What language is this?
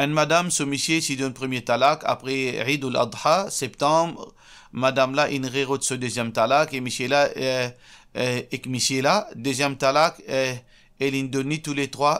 Morisyen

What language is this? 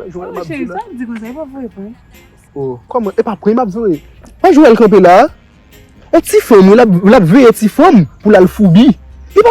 Haitian Creole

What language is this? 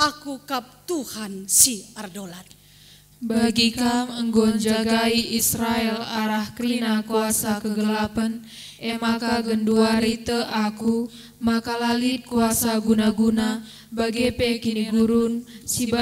Batak Karo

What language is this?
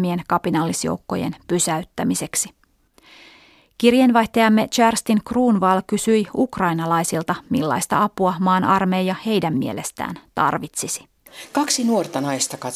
Finnish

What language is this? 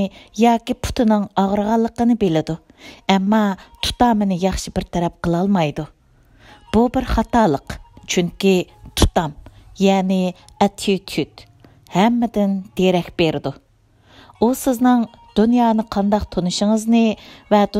Uyghur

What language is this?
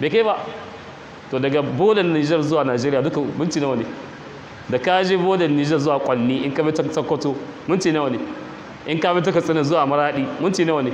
Hausa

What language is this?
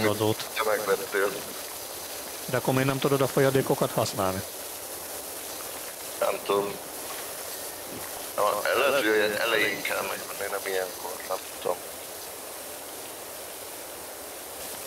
Hungarian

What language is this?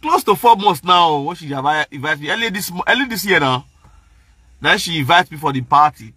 Nigerian Pidgin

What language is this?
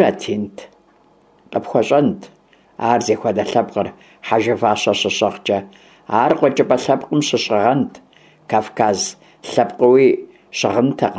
Kabardian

